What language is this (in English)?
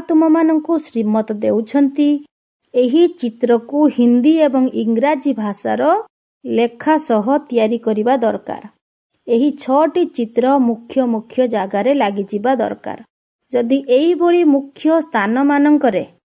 Odia